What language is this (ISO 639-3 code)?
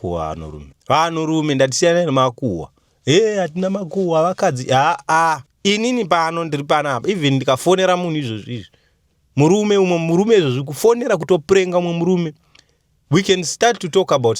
sna